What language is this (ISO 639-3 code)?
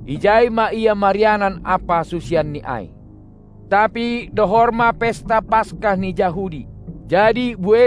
bts